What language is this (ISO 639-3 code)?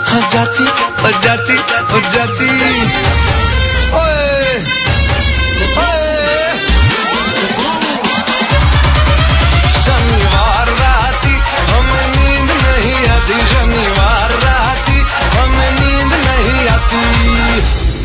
ben